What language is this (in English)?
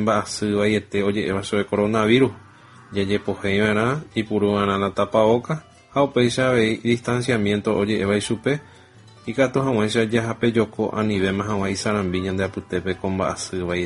Guarani